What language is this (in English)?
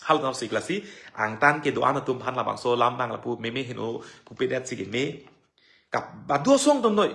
Karbi